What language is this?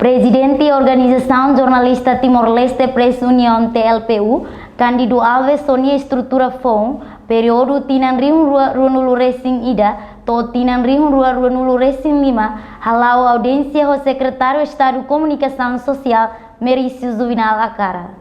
Tetum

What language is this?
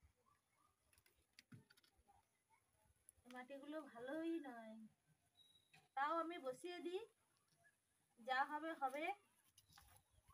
Bangla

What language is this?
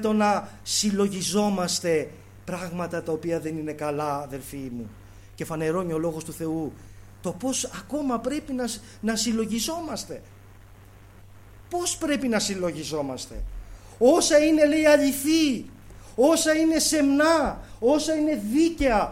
Greek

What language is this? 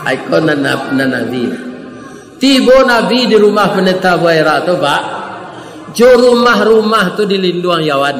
Minangkabau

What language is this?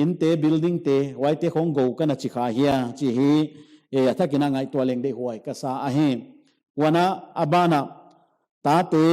Paite Chin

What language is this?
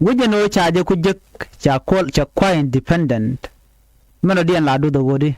Nuer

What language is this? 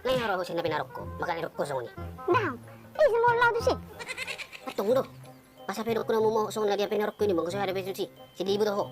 Batak Toba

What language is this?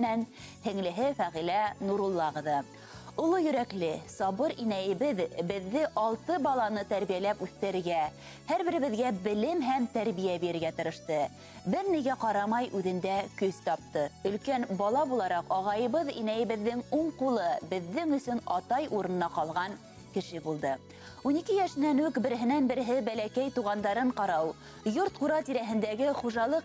Bashkir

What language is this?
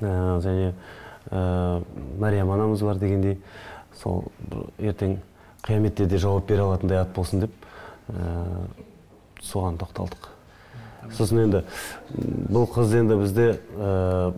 Kazakh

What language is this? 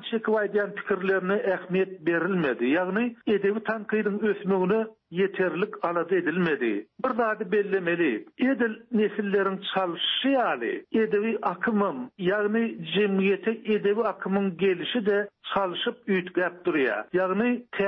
Turkmen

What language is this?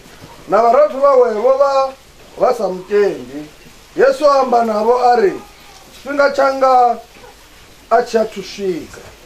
Venda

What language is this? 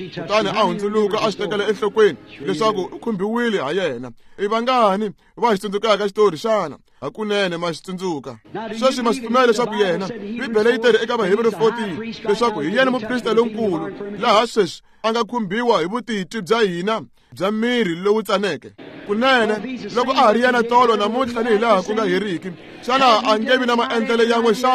Tsonga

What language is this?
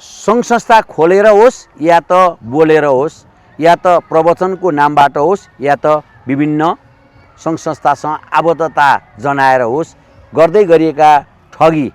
Nepali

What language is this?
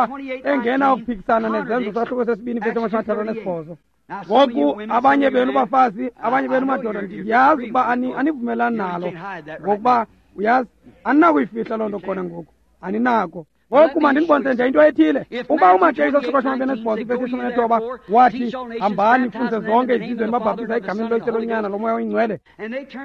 Xhosa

